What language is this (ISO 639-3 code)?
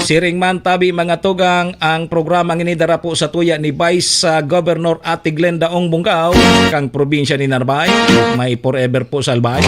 bik